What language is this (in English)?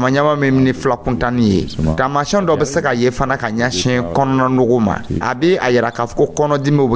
Dyula